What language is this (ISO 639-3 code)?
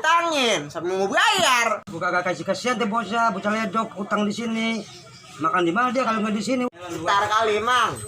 bew